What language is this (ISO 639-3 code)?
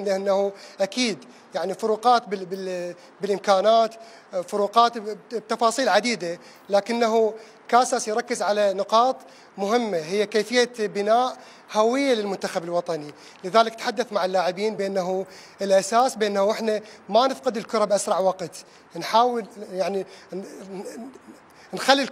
acm